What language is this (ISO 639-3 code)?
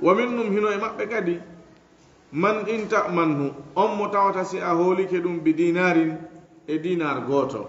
ful